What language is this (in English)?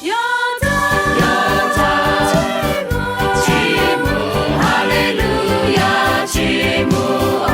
Lahu